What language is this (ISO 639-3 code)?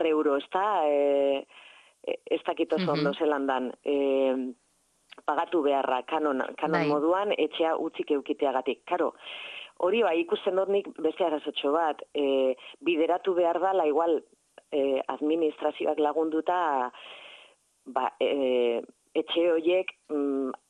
eus